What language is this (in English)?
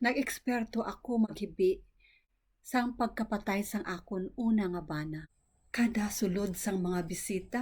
Hiligaynon